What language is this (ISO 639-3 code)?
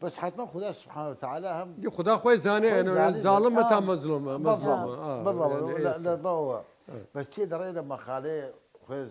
sdh